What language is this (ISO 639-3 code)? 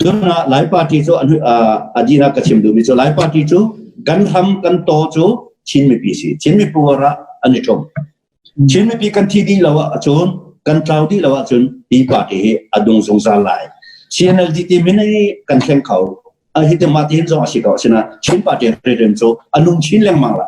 cnh